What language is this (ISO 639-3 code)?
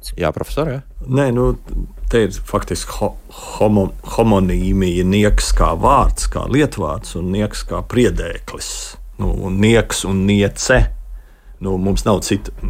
lav